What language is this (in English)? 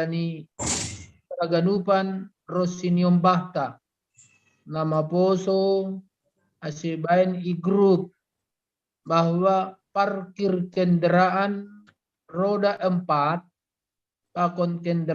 Batak Simalungun